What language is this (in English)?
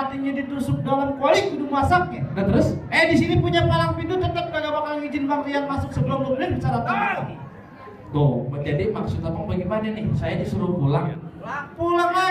Betawi